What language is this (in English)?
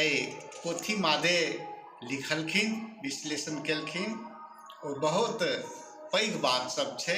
Maithili